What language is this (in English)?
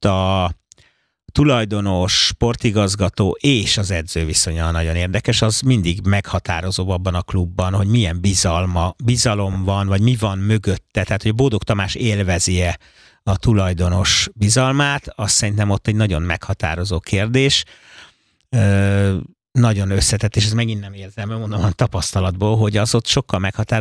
Hungarian